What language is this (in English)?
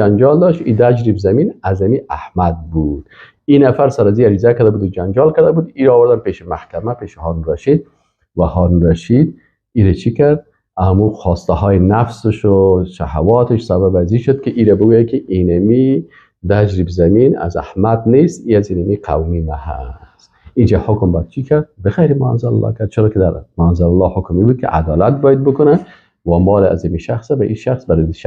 Persian